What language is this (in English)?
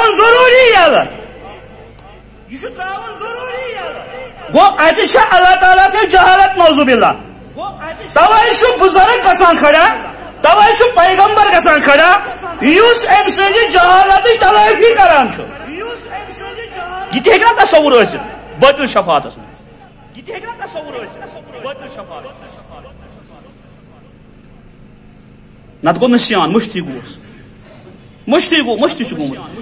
Kashmiri